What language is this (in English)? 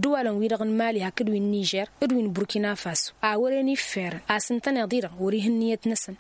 Tamasheq